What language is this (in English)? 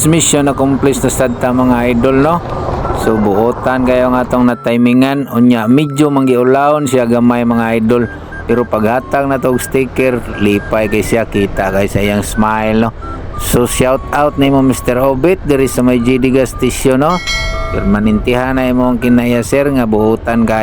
Cebuano